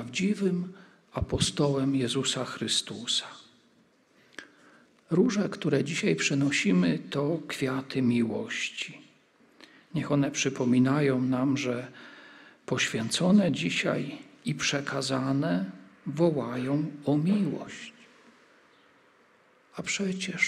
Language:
Polish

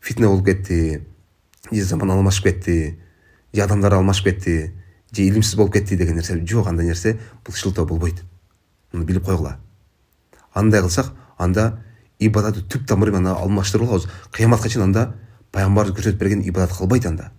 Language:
Kyrgyz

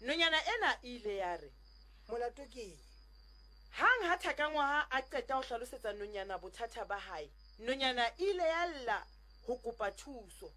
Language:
Southern Sotho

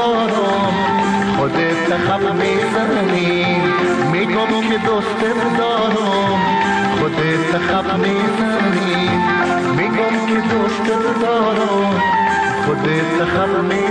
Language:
Persian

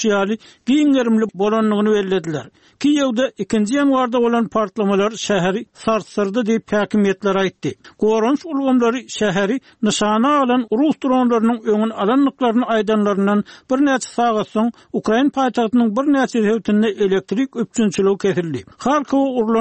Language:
Turkmen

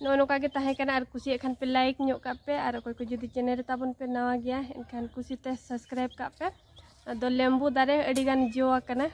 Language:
Santali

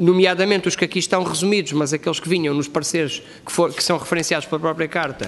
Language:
Portuguese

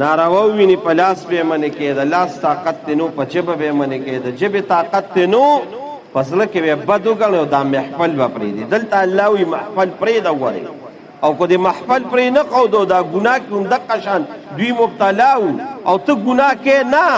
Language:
Pashto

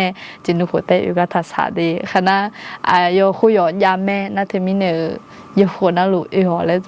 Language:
Akha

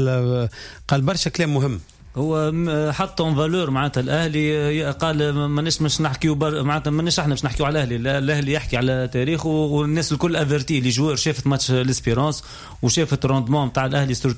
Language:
Tunisian Arabic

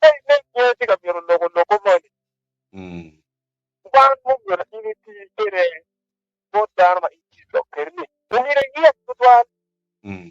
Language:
Acoli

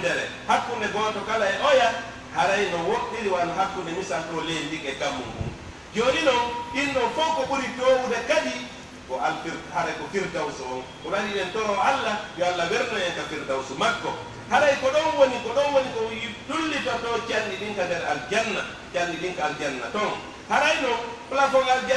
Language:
Pular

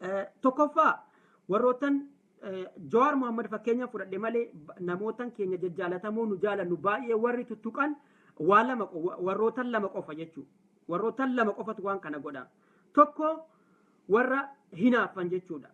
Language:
Oromo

